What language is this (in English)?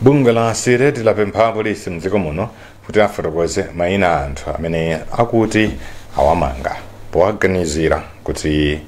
Nyanja